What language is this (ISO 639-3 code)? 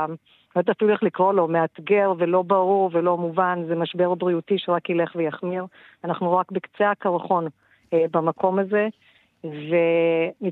heb